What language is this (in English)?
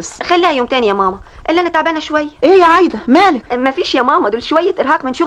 Egyptian Arabic